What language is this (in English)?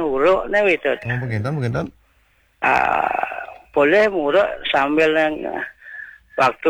Balinese